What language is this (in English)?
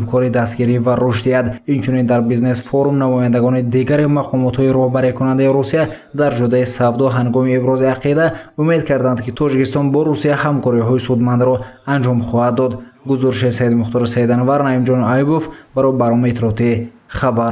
Tajik